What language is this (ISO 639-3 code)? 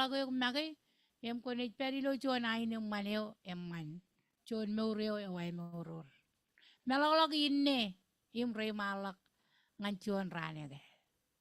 mah